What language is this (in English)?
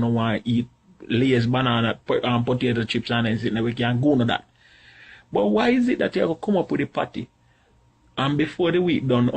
Jamaican Creole English